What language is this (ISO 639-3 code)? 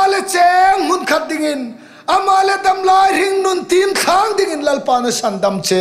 hmr